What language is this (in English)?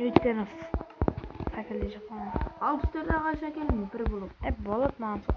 Kara-Kalpak